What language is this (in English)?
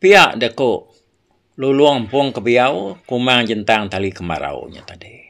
Iban